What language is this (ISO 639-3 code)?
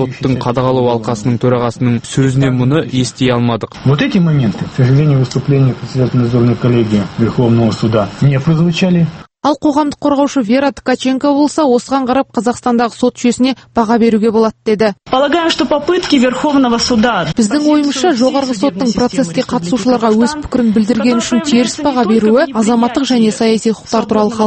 kaz